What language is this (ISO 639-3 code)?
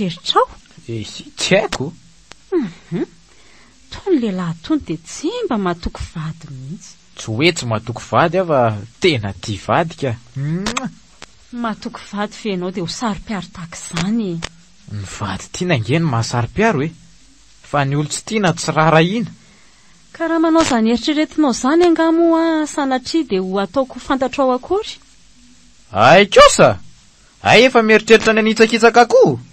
mlg